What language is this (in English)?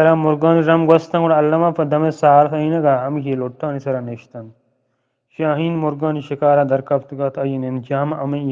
Eastern Balochi